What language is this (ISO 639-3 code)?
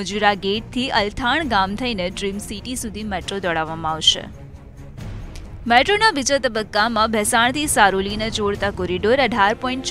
guj